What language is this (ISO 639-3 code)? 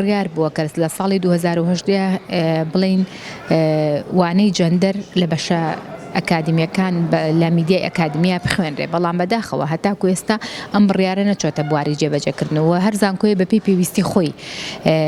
ckb